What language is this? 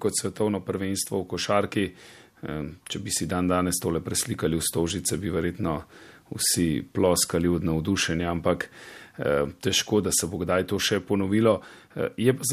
Slovenian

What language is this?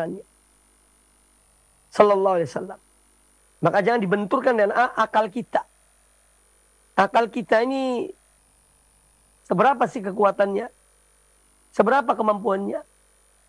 Indonesian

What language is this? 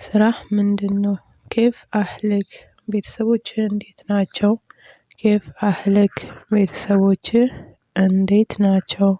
Amharic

